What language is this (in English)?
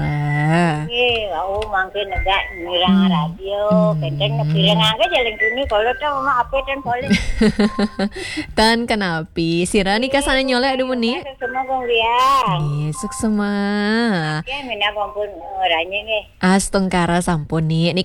Balinese